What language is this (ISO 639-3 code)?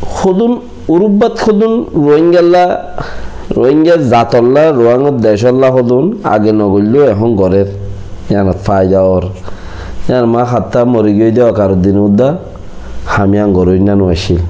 rhg